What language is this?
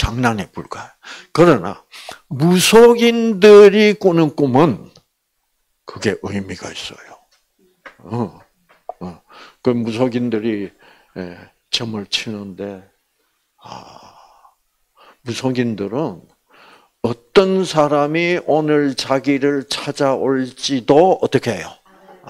Korean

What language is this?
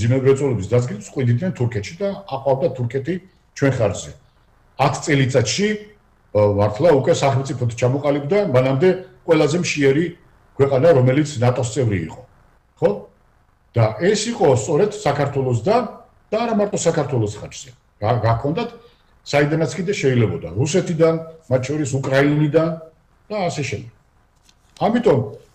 Georgian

